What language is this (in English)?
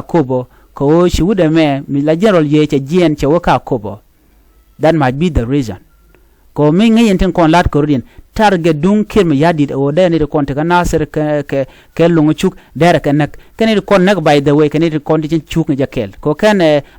Nuer